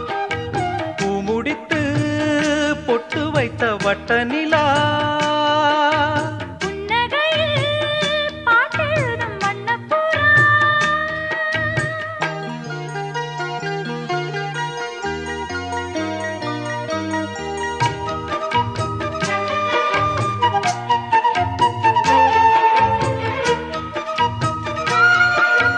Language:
Tamil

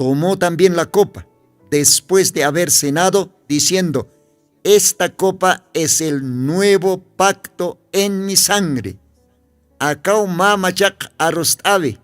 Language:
Aymara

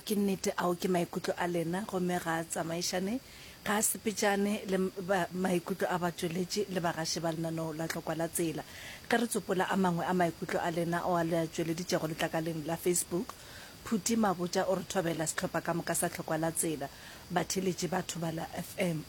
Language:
Northern Sotho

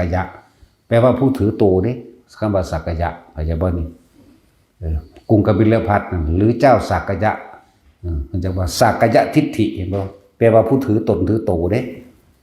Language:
Northeastern Thai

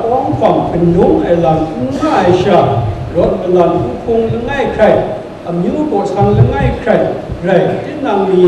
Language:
Kachin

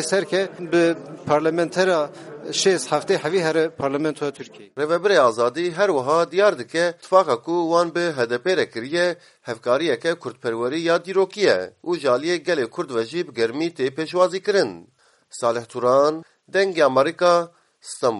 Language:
Kurdish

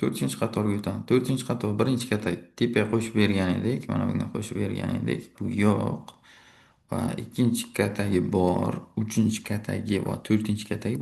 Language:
Uzbek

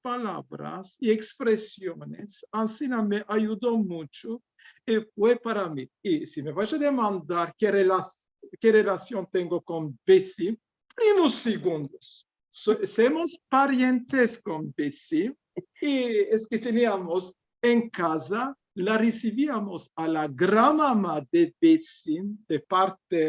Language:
Ladino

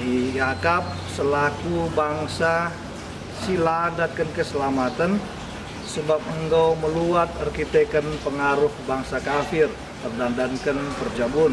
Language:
Batak Karo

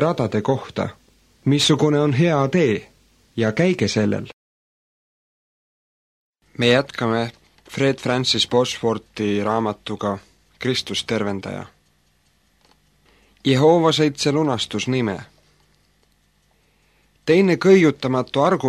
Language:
Estonian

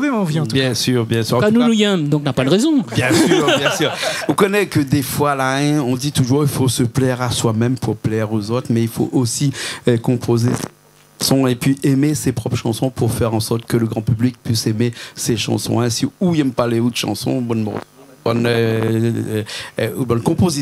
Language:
Réunion Creole French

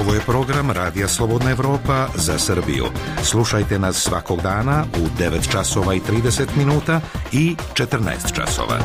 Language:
Serbian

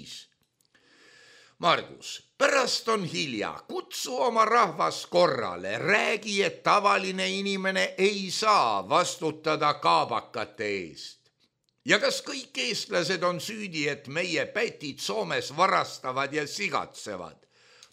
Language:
Estonian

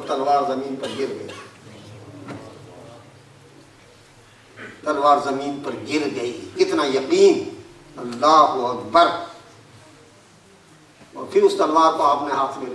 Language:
Urdu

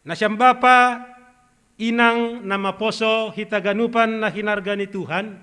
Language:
Batak Simalungun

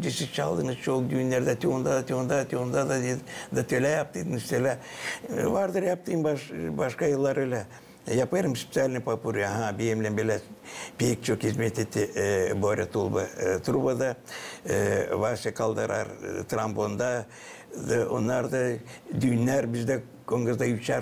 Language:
Gagauz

